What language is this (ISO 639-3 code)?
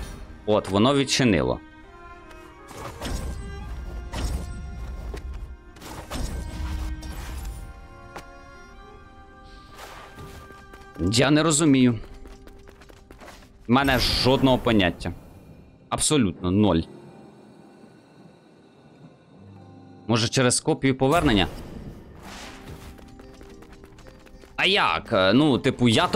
ukr